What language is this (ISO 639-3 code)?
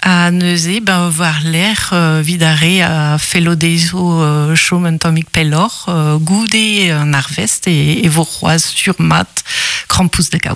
bre